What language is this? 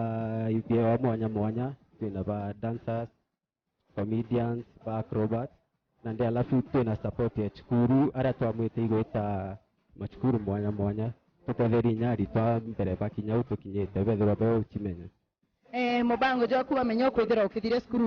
Meru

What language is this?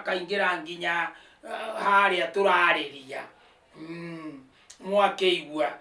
Kikuyu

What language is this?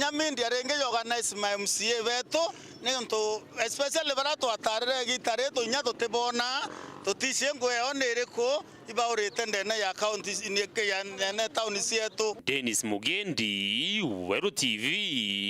Meru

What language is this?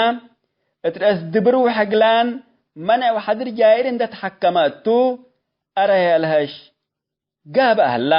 Tigre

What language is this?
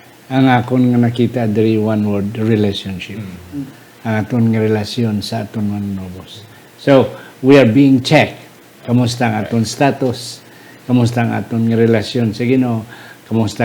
Hiligaynon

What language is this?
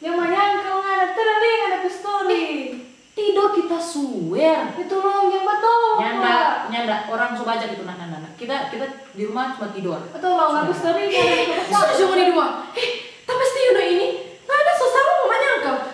Manado Malay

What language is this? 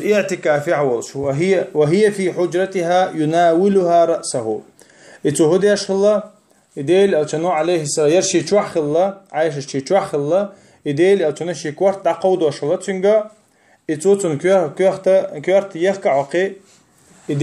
Chechen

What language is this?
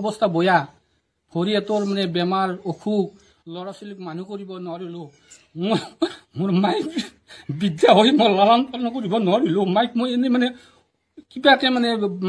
Assamese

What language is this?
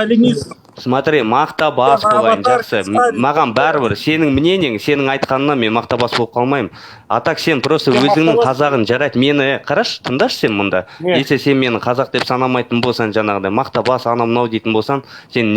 Kazakh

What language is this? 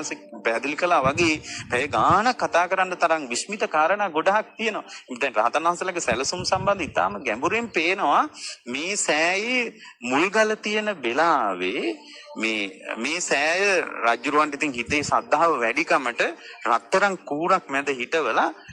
Sinhala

